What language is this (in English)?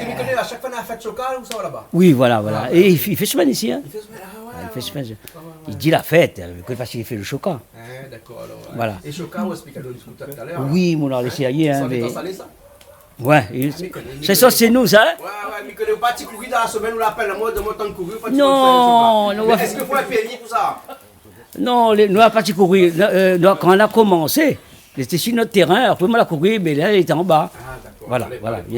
Réunion Creole French